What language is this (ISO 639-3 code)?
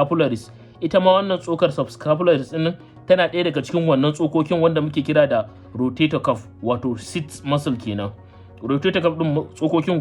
hau